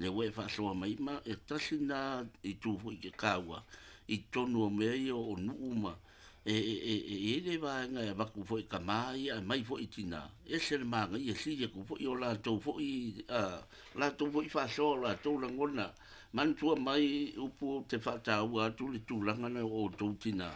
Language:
Samoan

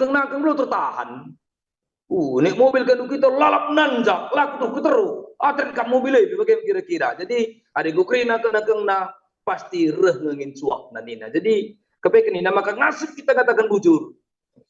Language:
Batak Karo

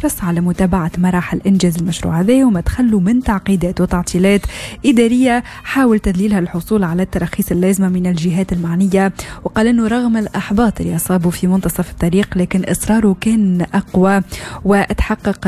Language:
Tunisian Arabic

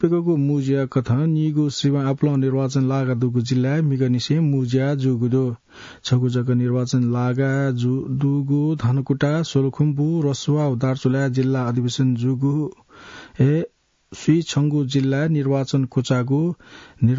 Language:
Newari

